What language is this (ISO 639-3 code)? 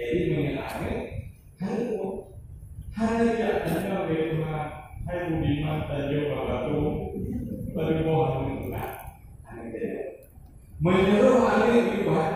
ace